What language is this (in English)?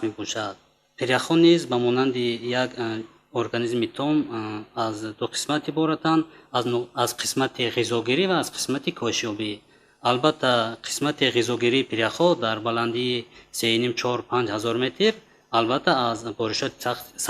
Tajik